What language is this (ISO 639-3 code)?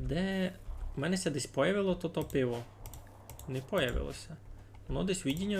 rue